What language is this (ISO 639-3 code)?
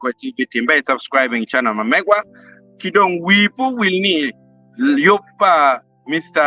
ach